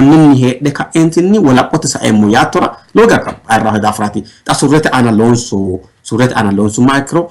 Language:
Sidamo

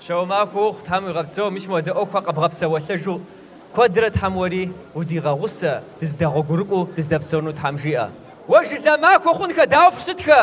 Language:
Kabardian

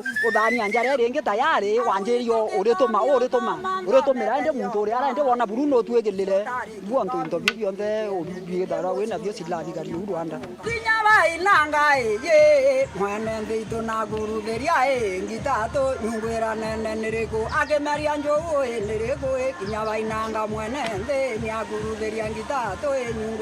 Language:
Meru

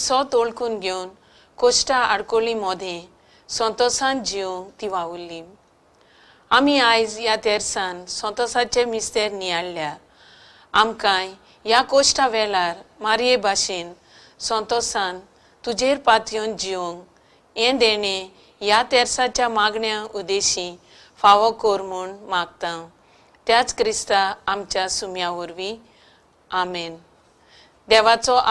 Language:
Konkani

